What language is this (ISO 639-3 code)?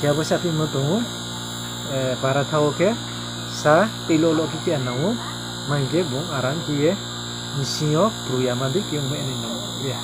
ria